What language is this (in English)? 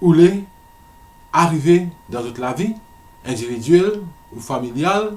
Morisyen